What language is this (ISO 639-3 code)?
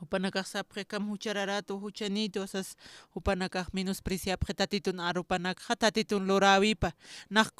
aym